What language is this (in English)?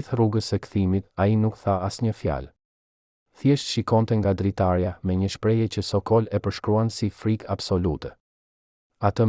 Albanian